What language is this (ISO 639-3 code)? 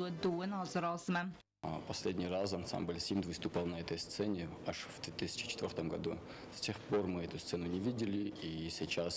oss